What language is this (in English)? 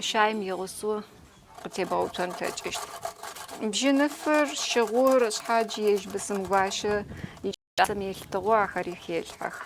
Adyghe